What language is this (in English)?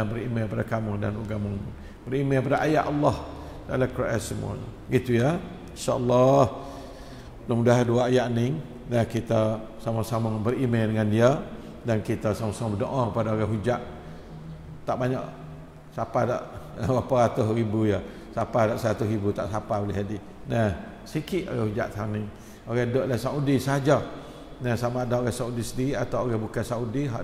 Malay